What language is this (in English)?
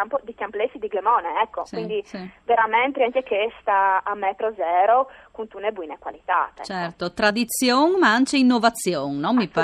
Friulian